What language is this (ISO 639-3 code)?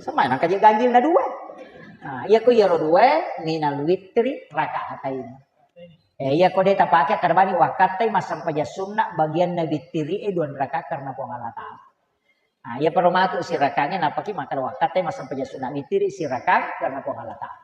bug